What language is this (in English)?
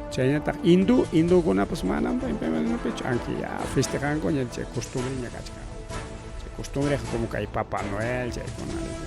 Ayacucho Quechua